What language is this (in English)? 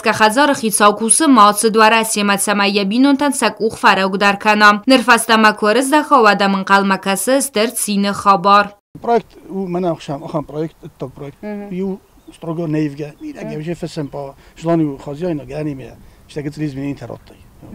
Ossetic